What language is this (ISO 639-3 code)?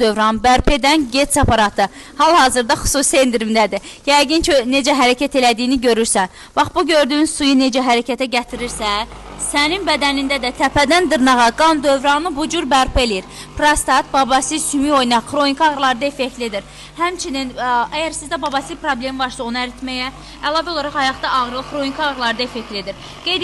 aze